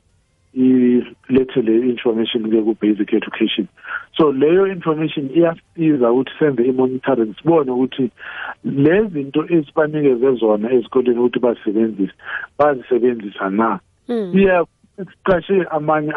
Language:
South Ndebele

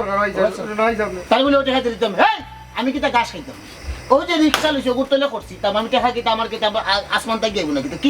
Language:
Sylheti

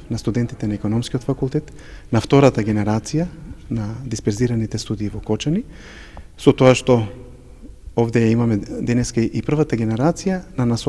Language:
Macedonian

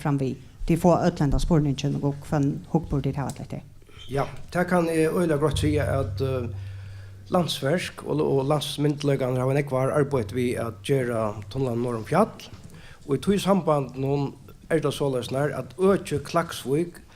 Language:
Faroese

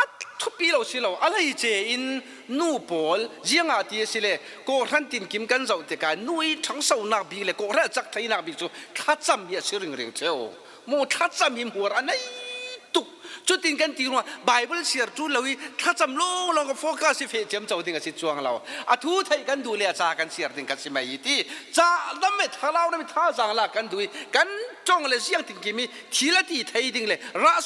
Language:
Falam Chin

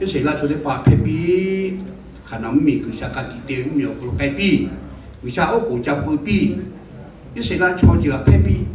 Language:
Lahu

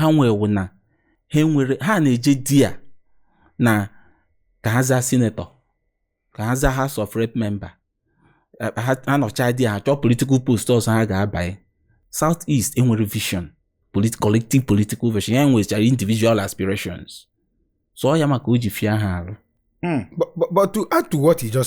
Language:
Igbo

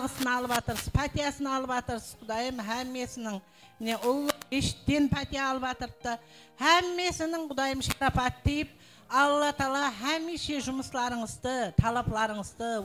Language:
Kara-Kalpak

